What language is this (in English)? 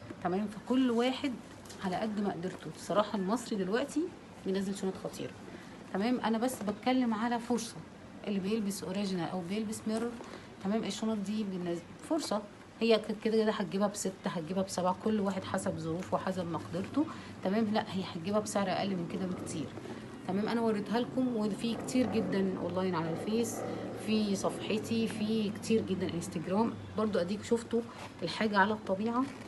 Egyptian Arabic